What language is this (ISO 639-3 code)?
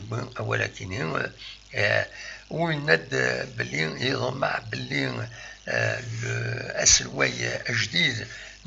kab